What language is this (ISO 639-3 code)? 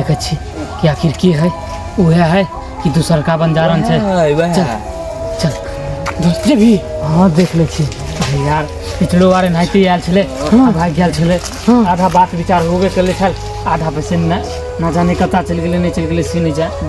mai